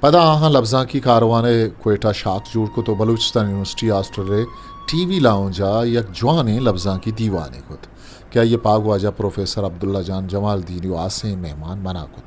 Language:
Eastern Balochi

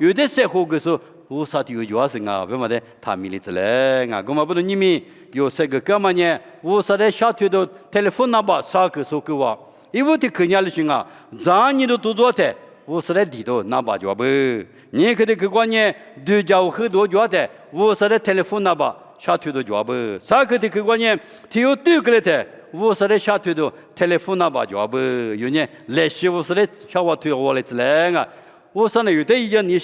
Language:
Lisu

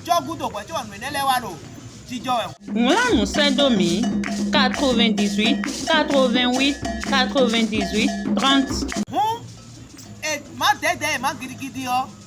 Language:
Fon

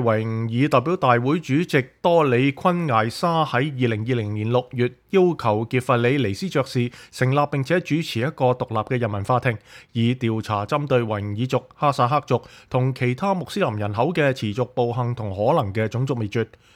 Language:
Cantonese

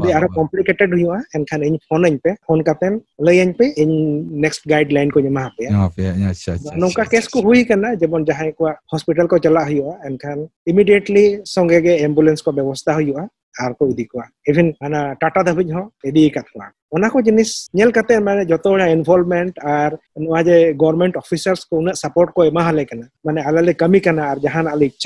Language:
Santali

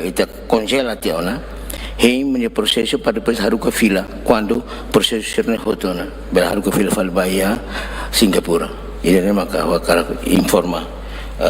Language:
Tetum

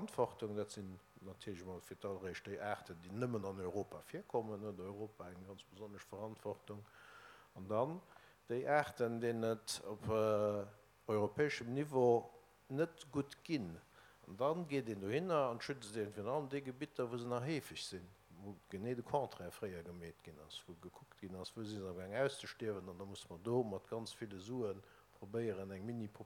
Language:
Luxembourgish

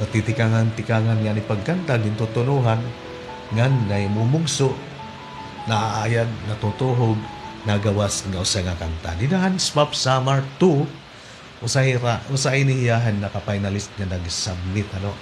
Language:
Waray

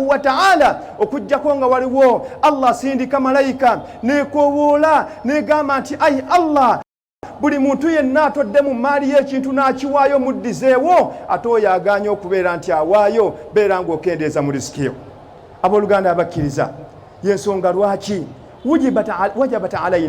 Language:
Ganda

